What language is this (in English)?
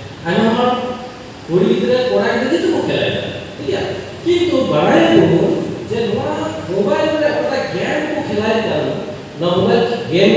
Santali